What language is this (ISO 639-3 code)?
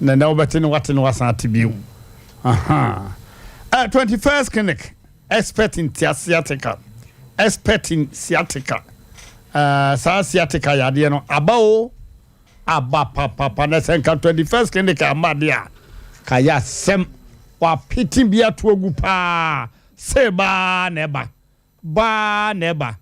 aka